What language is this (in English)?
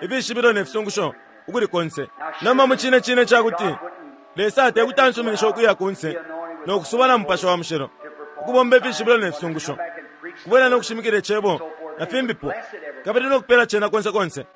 Bemba